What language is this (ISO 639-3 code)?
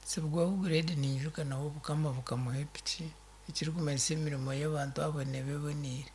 nyn